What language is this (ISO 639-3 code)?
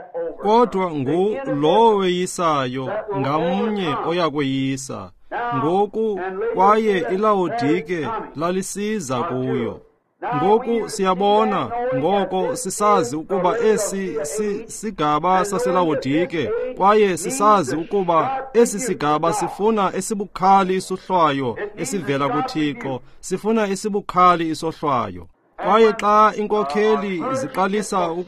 xho